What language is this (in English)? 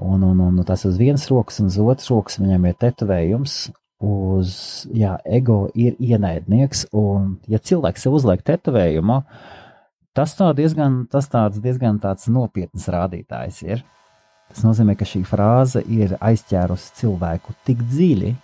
Latvian